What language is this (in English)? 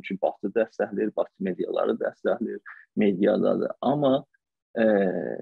South Azerbaijani